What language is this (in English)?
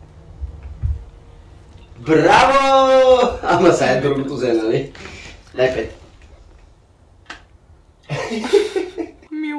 Bulgarian